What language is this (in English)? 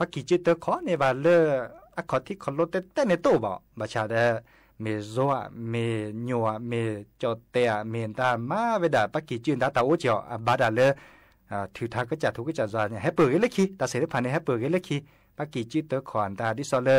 S'gaw Karen